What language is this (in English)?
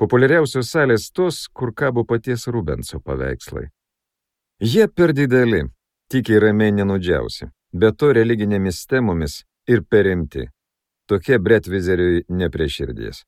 Lithuanian